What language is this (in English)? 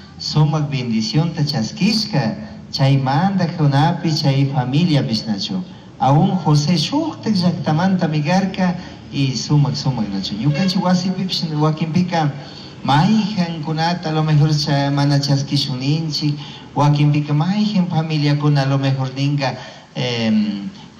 Chimborazo Highland Quichua